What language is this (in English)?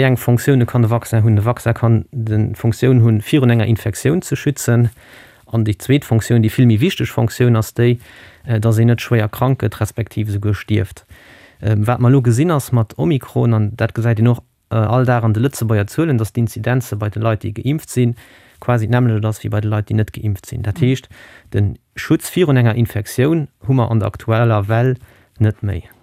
Luxembourgish